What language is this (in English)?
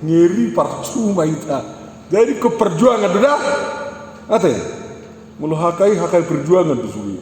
Batak Toba